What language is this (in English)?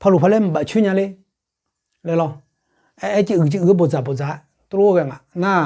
Akha